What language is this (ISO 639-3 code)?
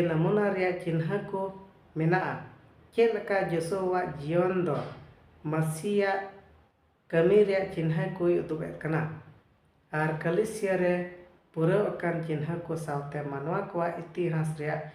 sat